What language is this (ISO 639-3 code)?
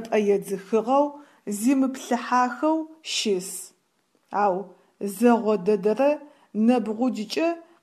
ady